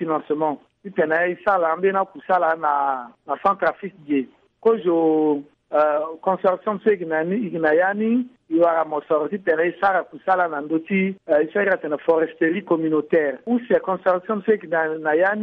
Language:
Sango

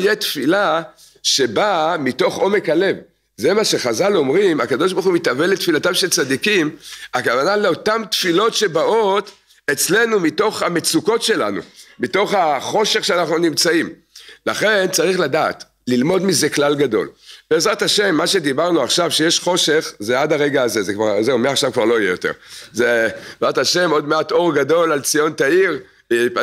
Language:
Hebrew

